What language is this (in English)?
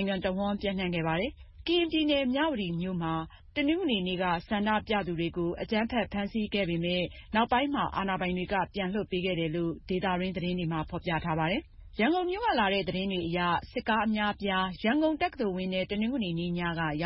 Burmese